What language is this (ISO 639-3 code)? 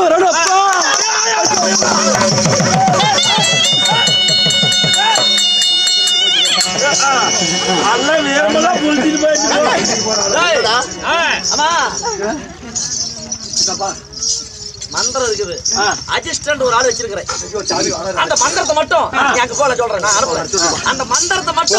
tam